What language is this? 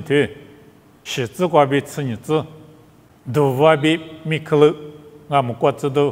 Lisu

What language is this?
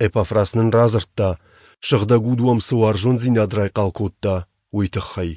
Ossetic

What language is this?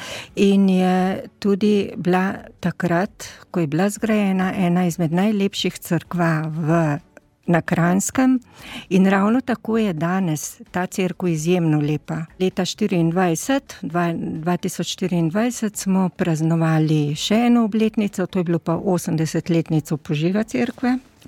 Slovenian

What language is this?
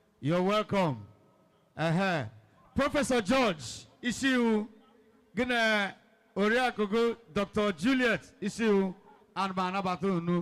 Igbo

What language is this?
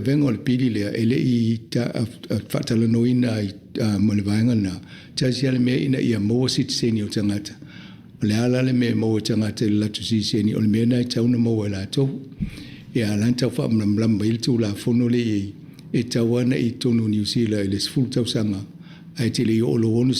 Samoan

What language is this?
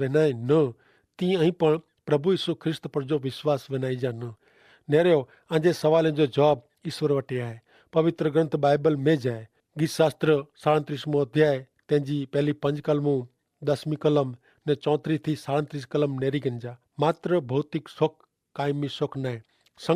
Kachhi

